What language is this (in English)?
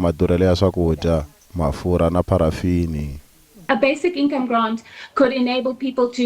Tsonga